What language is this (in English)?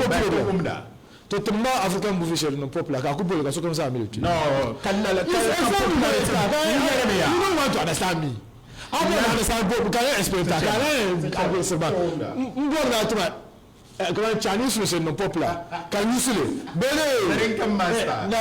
Dagbani